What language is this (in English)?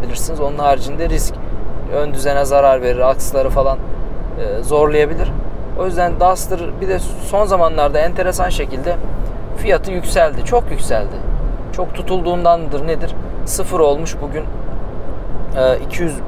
Turkish